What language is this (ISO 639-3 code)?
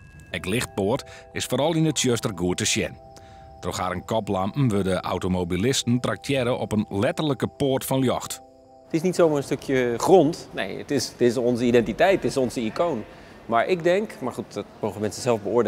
fry